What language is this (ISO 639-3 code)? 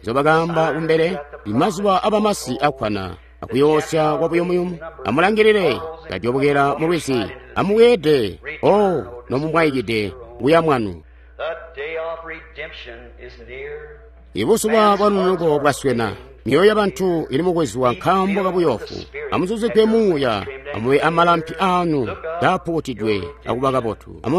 toi